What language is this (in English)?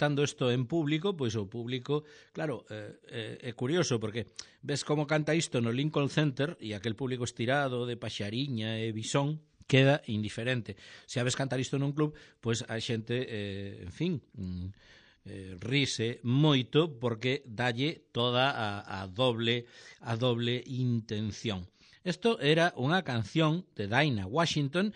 Galician